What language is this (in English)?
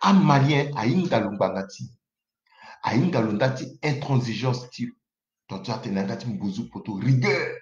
Sango